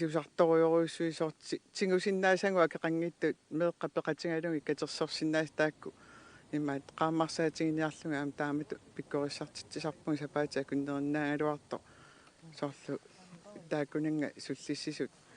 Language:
Kalaallisut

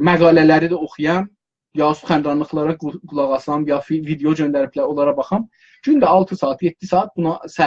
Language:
South Azerbaijani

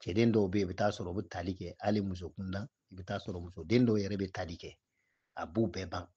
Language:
Bambara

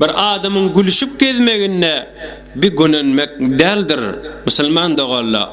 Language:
Turkmen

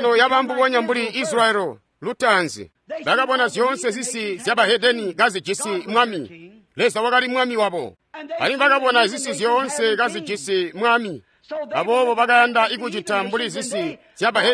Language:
Tonga (Zambia)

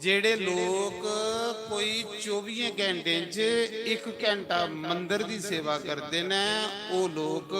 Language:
Dogri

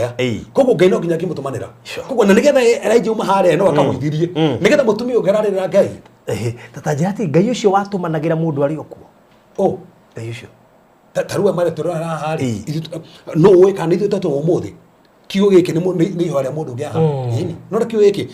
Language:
Kikuyu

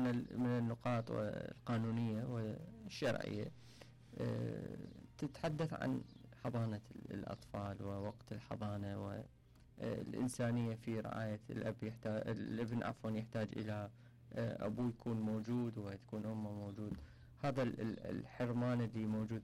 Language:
Mesopotamian Arabic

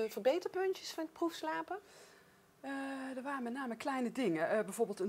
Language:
Dutch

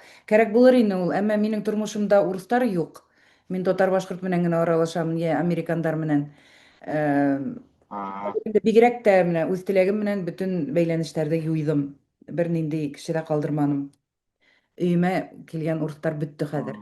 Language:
Bashkir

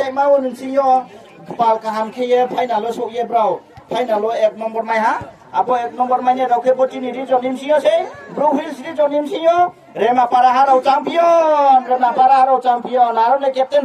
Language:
Riang (India)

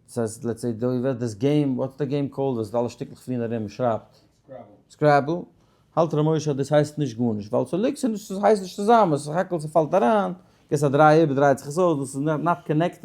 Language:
Yiddish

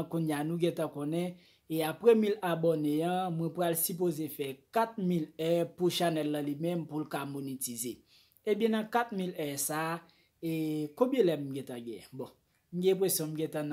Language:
Haitian Creole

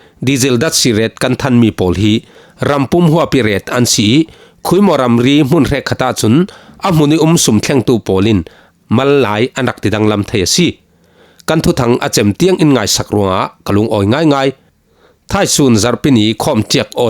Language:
Falam Chin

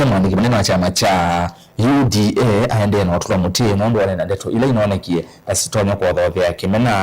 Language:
Kamba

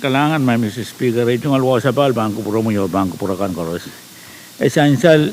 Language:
Pohnpeian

